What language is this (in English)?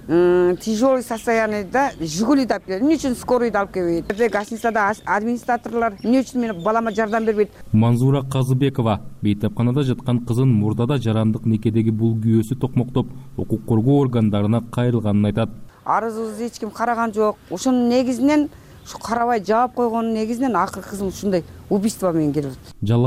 Kyrgyz